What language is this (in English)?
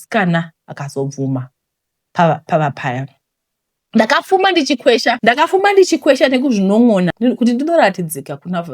Shona